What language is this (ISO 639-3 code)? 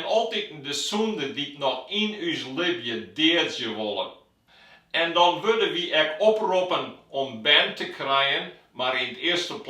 fry